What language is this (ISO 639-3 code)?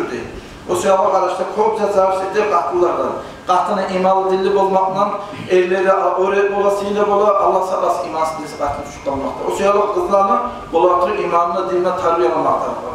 kum